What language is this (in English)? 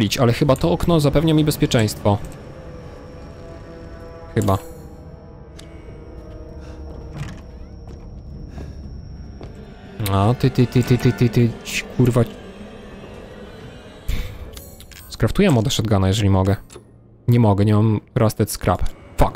Polish